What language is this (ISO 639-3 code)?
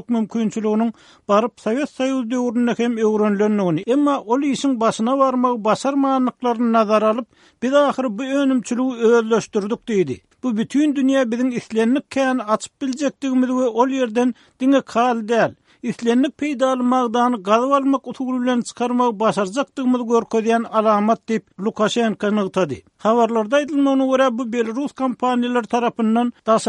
tuk